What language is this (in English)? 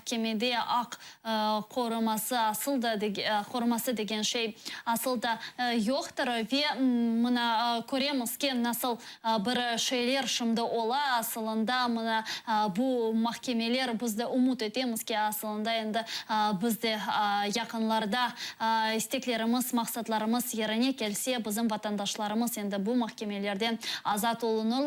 Crimean Tatar